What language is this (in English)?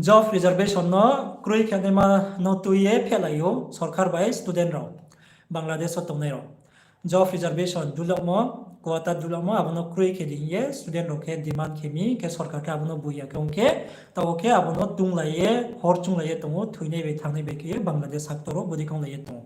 Riang (India)